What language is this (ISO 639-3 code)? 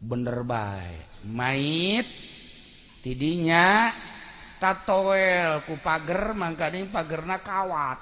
sun